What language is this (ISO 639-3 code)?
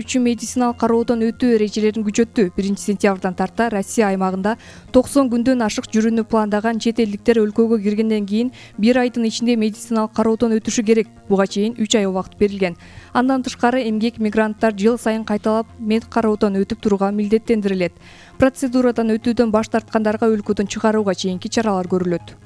kir